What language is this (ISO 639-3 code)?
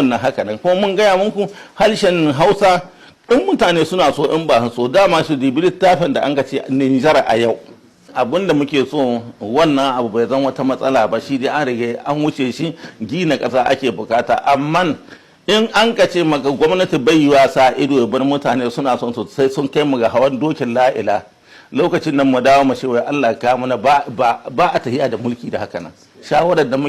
hau